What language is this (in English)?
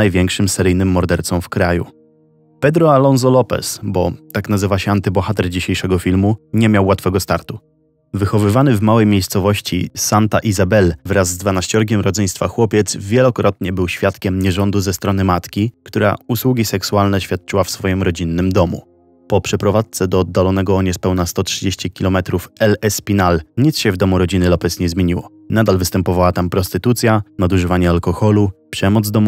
Polish